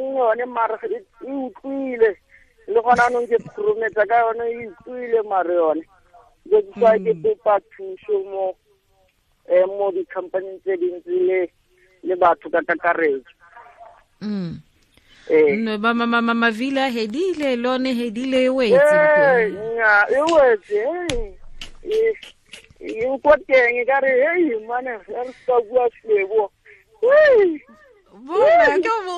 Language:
Tswana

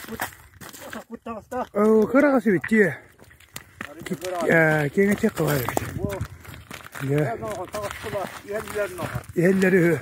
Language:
Yakut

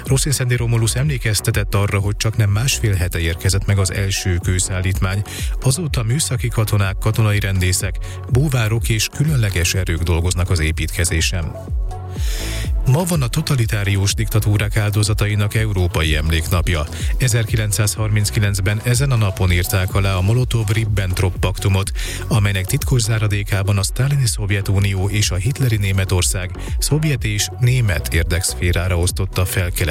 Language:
Hungarian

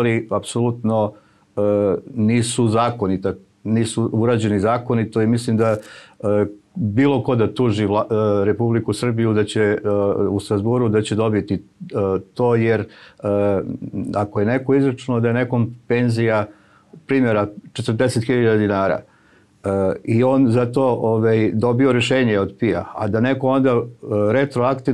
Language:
Serbian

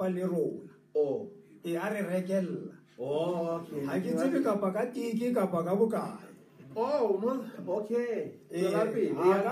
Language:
Southern Sotho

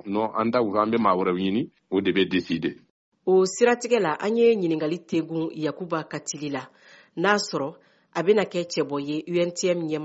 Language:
Bambara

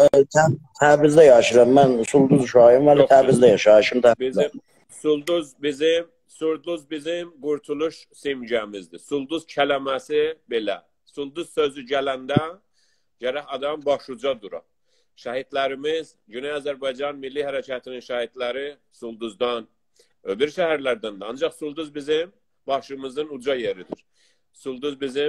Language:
South Azerbaijani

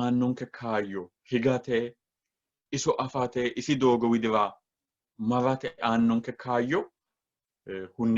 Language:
Sidamo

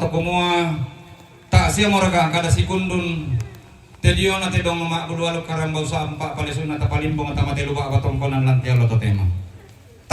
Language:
Toraja-Sa'dan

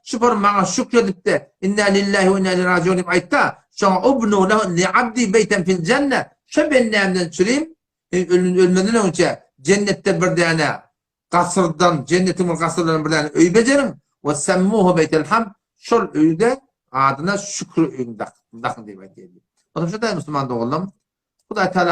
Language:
Turkmen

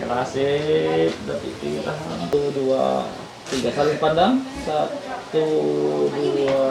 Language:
Ma'anyan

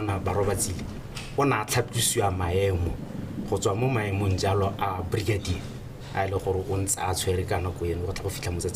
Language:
Tswana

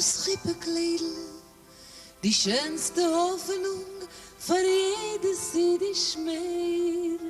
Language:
Yiddish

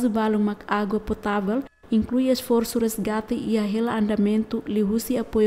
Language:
Tetum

